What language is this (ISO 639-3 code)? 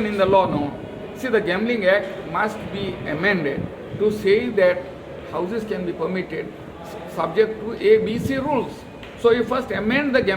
kok